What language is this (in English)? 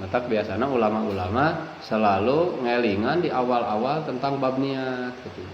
Sundanese